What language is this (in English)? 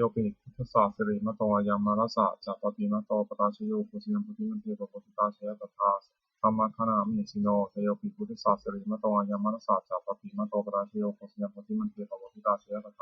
Pali